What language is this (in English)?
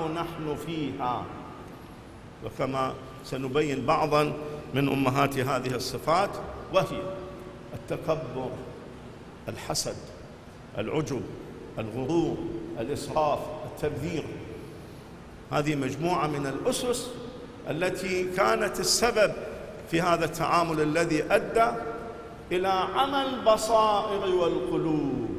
Arabic